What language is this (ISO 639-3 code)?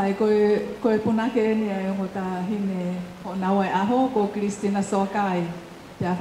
ton